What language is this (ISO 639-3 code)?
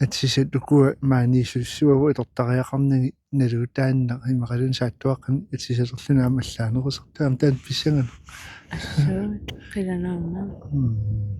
kal